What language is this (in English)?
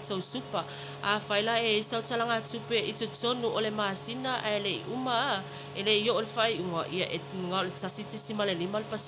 Samoan